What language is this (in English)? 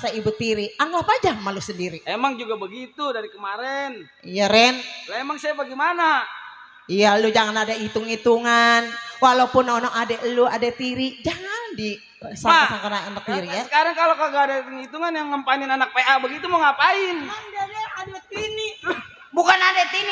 Betawi